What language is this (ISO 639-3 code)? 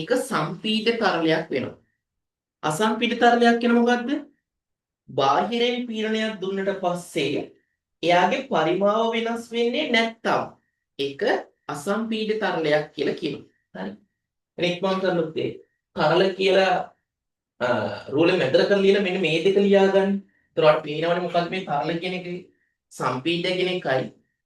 sin